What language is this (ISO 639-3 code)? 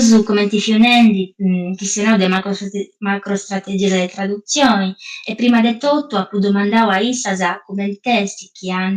srd